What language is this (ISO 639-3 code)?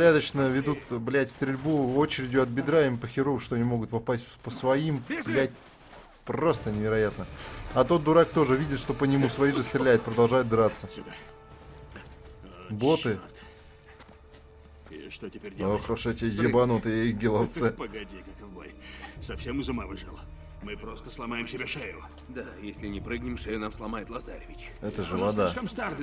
rus